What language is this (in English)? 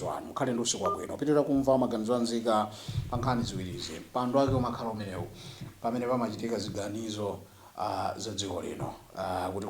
Nyanja